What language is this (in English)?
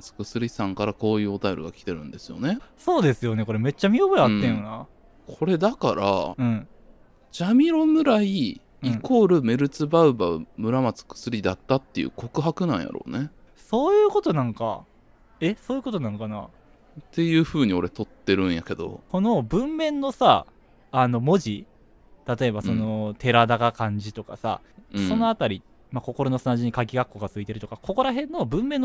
Japanese